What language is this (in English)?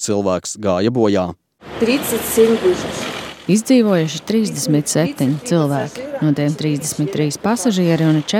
Latvian